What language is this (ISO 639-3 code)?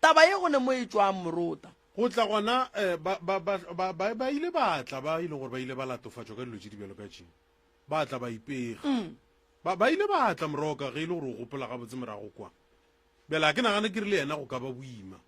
nso